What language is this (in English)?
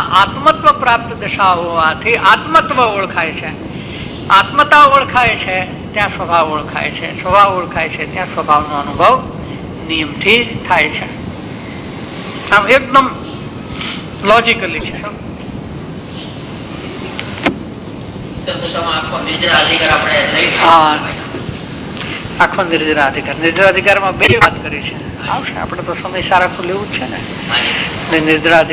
Gujarati